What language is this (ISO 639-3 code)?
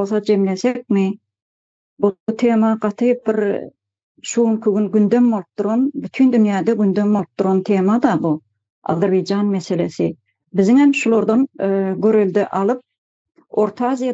tuk